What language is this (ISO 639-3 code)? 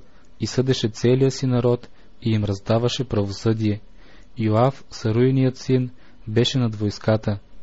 bul